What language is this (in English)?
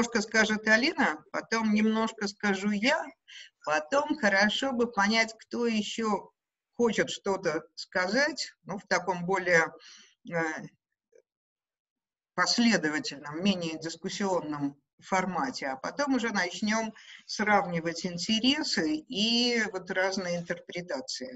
Russian